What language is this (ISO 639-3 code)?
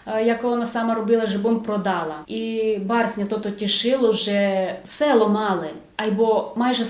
rue